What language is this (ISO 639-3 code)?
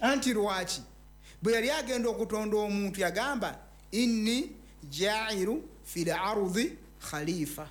lug